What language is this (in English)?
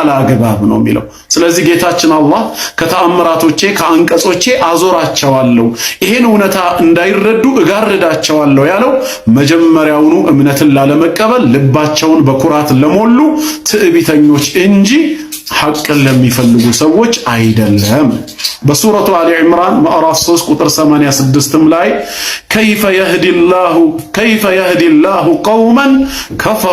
Amharic